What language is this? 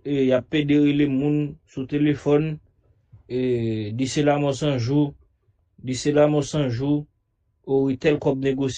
Haitian Creole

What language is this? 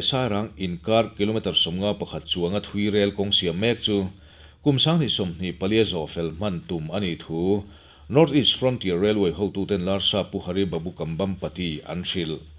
Mizo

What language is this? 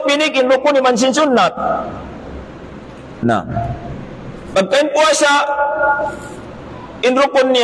Tausug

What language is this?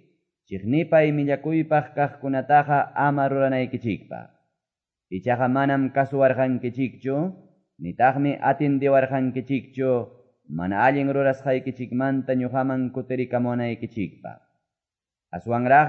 Quechua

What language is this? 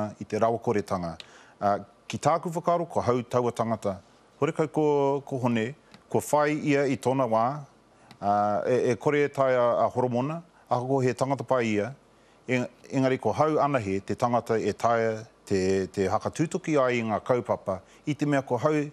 Māori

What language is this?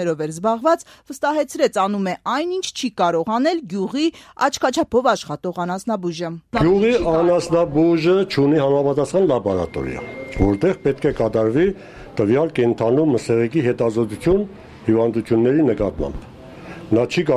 Armenian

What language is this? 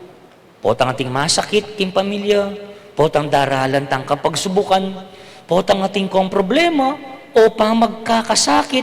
Pampanga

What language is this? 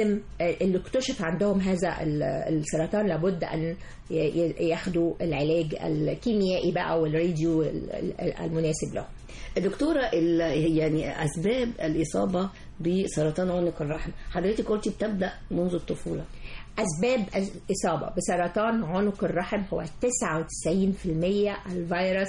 Egyptian Arabic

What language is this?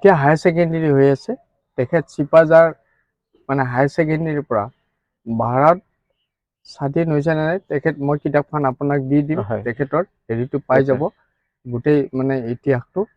Assamese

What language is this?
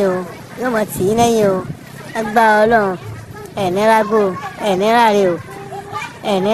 Yoruba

